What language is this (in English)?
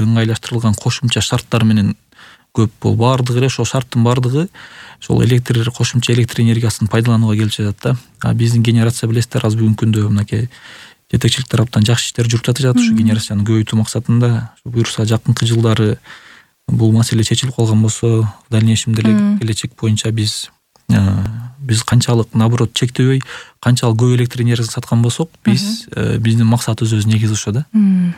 Kyrgyz